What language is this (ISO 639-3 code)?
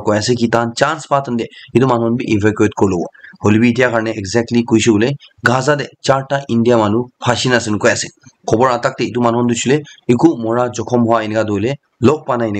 nag